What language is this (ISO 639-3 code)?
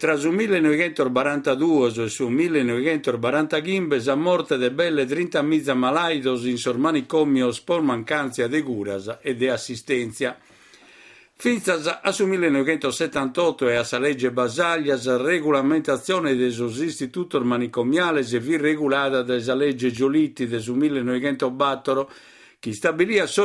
srd